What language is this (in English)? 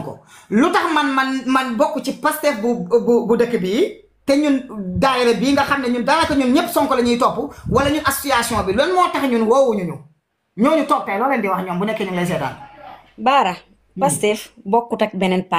Wolof